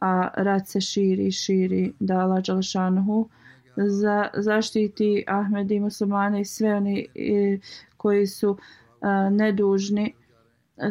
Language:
Bosnian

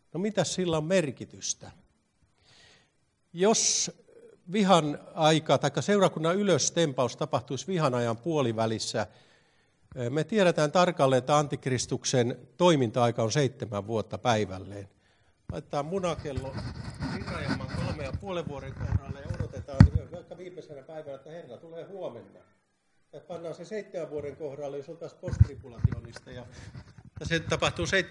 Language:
Finnish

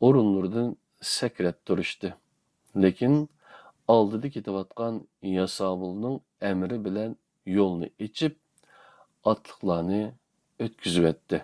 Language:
Uyghur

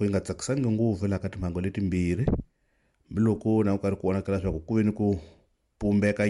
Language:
Tsonga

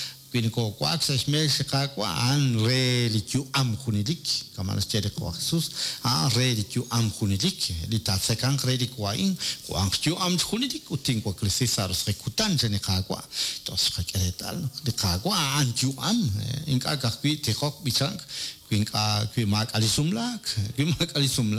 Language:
Kekchí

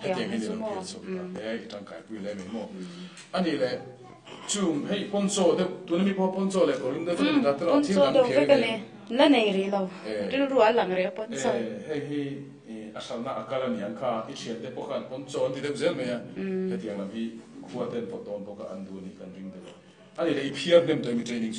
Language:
Mizo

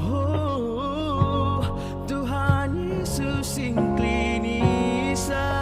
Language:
Batak Karo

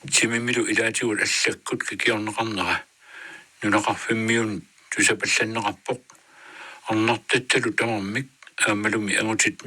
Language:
Kalaallisut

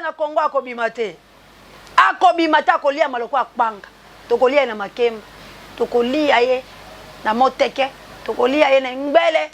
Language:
Lingala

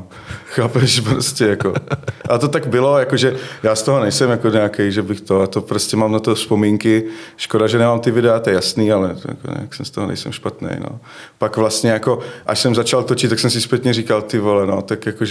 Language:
Czech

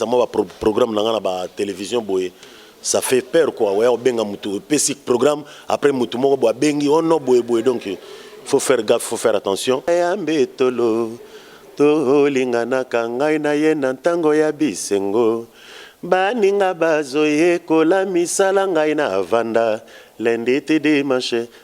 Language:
Lingala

